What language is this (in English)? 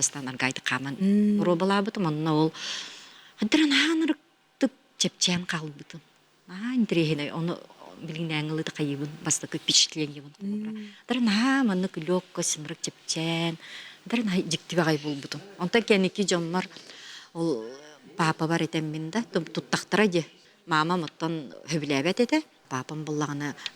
Yakut